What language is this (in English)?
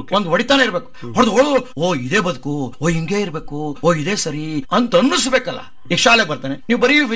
Kannada